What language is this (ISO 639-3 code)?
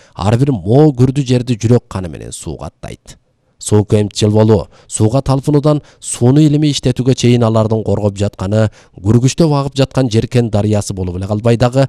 kir